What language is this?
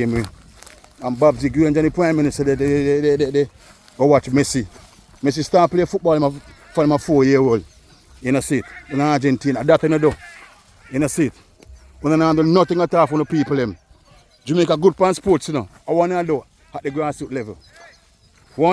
Jamaican Creole English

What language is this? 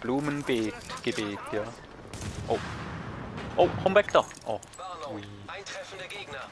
Swiss German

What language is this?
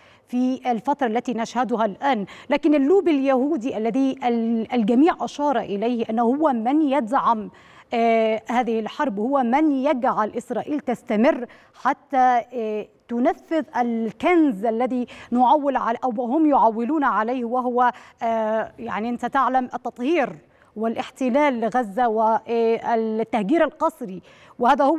Arabic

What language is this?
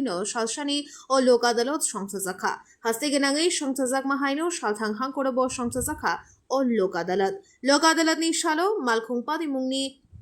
Kok Borok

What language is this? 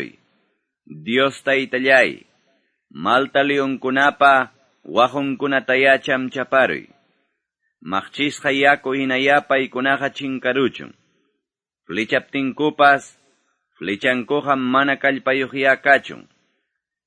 Quechua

